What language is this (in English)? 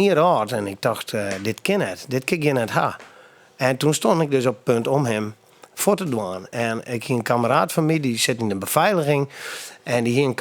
Western Frisian